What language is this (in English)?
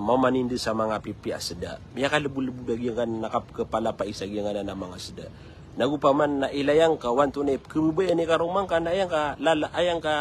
Maranao